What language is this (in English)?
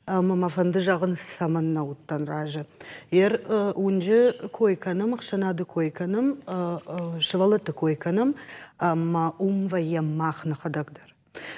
Ossetic